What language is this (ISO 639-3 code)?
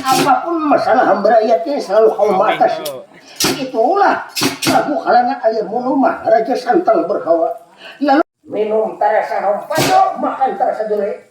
bjn